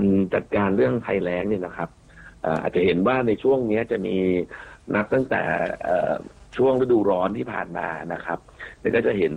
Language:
Thai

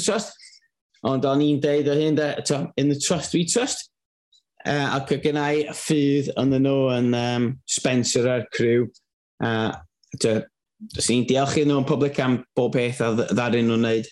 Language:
Welsh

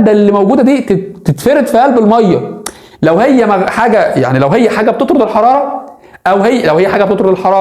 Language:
Egyptian Arabic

